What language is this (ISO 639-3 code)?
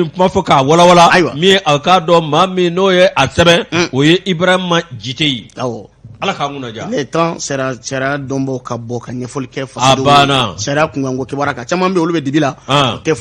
bam